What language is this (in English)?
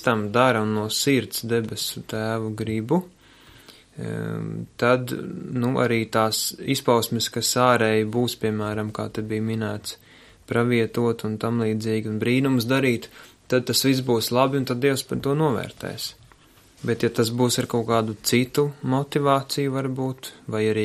Latvian